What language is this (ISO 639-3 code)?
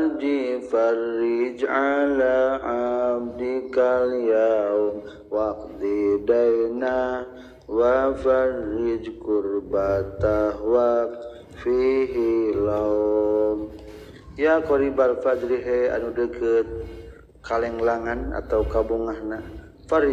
sun